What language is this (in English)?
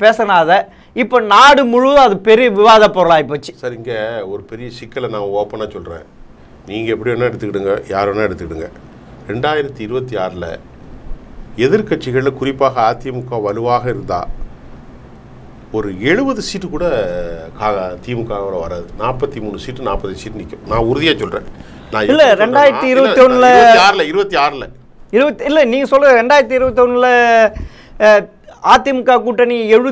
Tamil